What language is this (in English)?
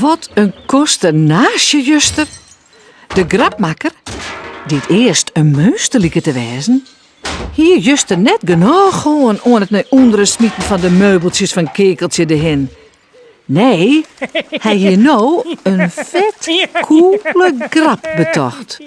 Western Frisian